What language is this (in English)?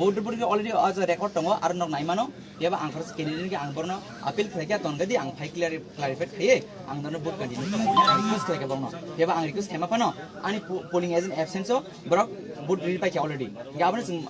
Kok Borok